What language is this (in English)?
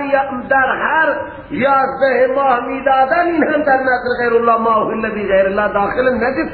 Persian